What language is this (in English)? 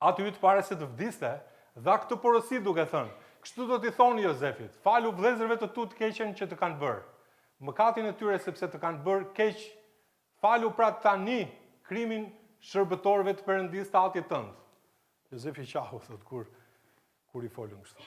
Albanian